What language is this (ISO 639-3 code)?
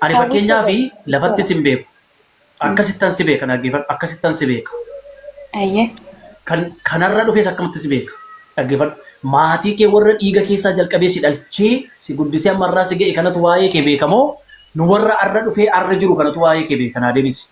orm